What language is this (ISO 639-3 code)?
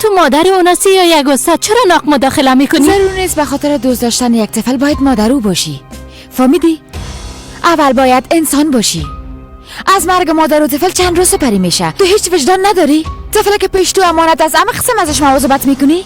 fas